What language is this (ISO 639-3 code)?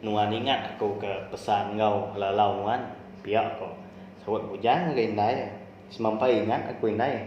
iba